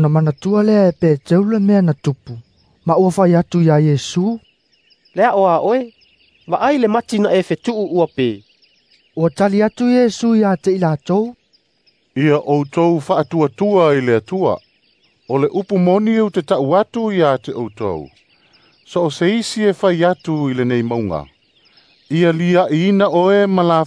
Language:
Samoan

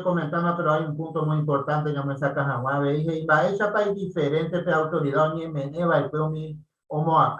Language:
Guarani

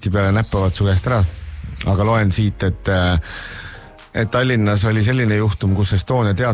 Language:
Estonian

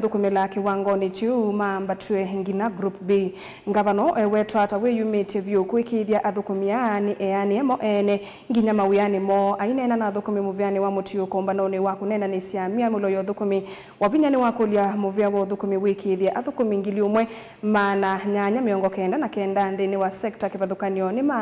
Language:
Kamba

